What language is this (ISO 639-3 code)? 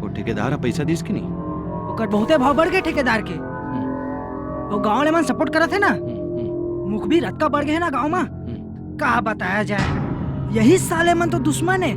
hne